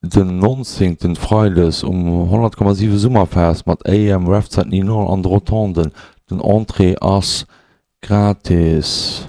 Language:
Luxembourgish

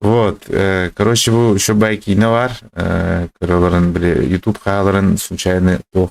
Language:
Yakut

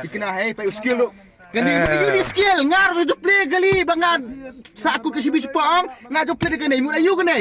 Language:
Khasi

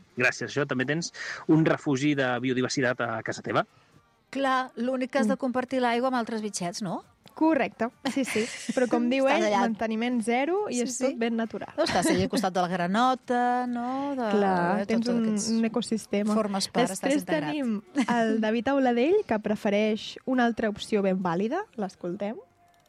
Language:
Catalan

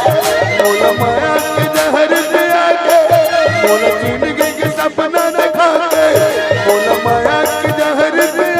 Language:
Chhattisgarhi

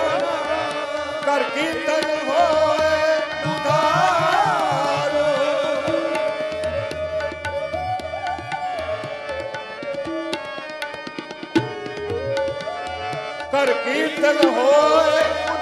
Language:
Punjabi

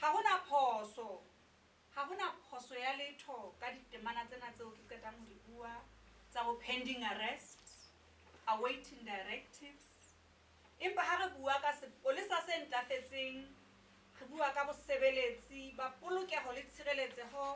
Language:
Southern Sotho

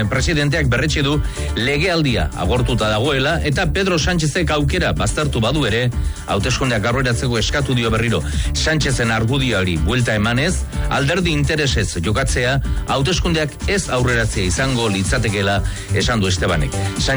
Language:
Basque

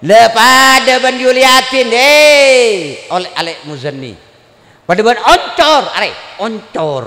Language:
Madurese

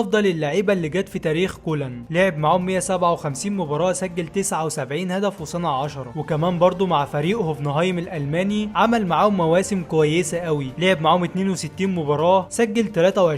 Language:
Egyptian Arabic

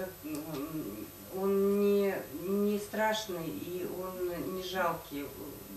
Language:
Russian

